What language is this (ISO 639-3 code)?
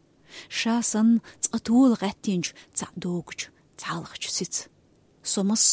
che